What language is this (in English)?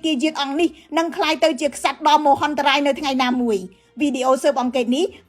Khmer